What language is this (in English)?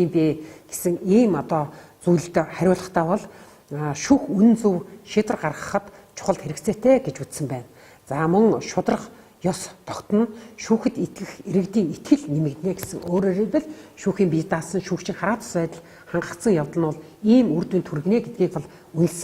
Mongolian